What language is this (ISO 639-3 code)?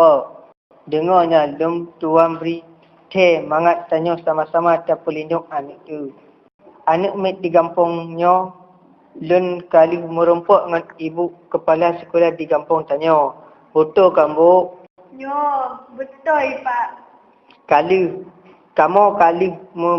ace